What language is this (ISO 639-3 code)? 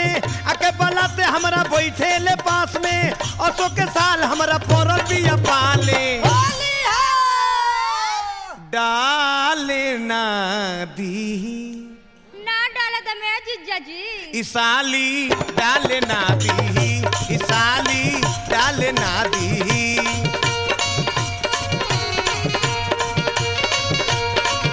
bho